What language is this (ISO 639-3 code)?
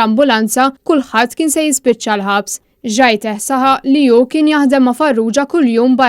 mlt